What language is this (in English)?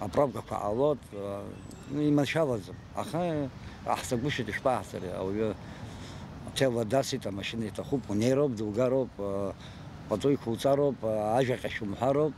Abkhazian